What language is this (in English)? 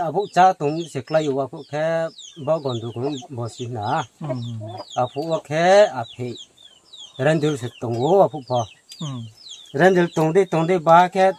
Riang (India)